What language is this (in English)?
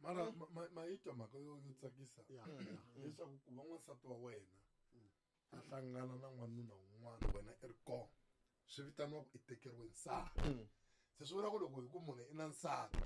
Tsonga